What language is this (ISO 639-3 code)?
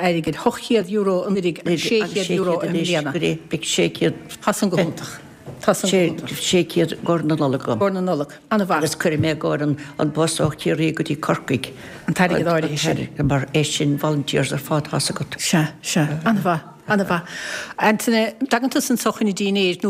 gle